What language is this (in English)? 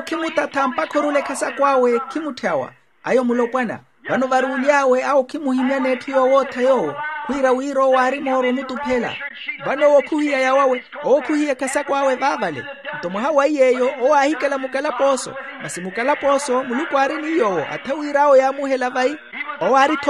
Makhuwa